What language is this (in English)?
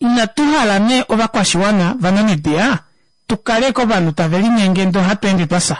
Kuanyama